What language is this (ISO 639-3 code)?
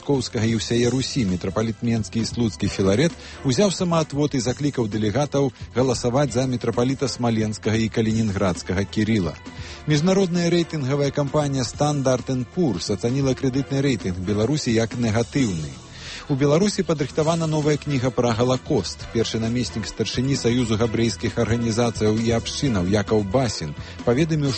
bel